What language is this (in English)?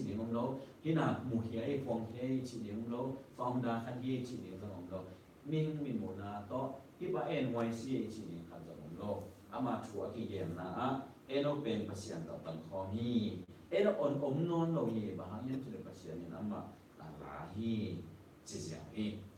Tedim Chin